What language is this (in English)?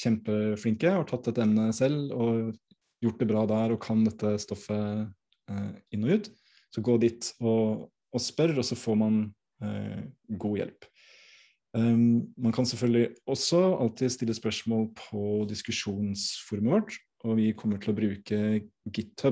Norwegian